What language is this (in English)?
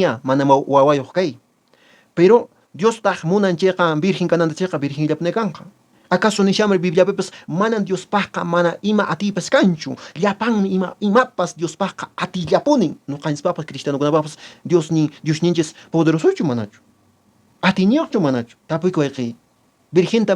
Quechua